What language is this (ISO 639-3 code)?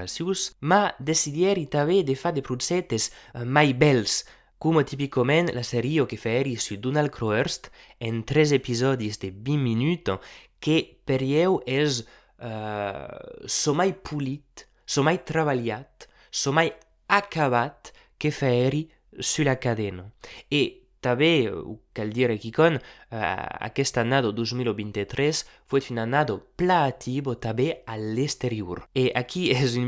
oci